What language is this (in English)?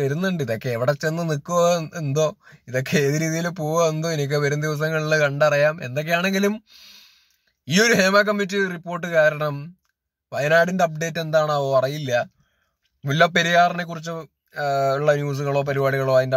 Malayalam